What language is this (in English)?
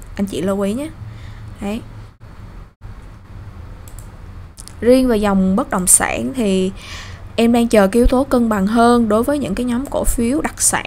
Vietnamese